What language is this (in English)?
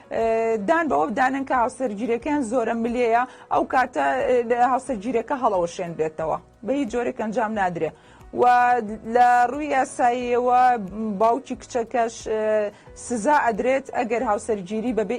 Central Kurdish